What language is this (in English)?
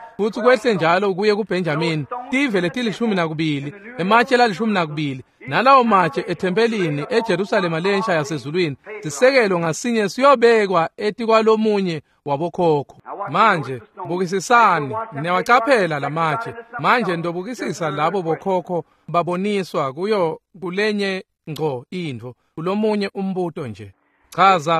Swati